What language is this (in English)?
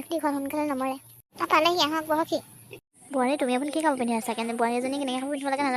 Assamese